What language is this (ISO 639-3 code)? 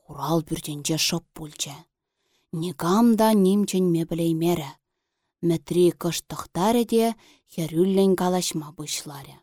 chv